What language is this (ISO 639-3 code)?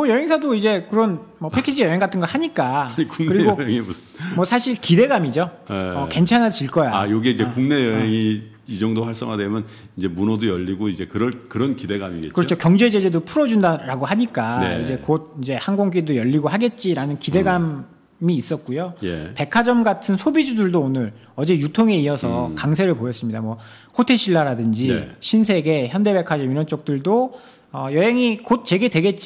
kor